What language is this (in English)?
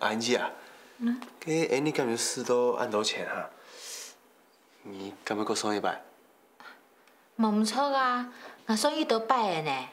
Hakka Chinese